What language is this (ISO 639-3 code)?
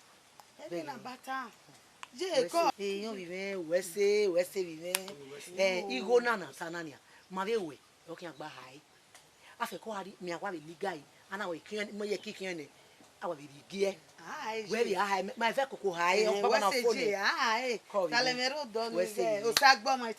bin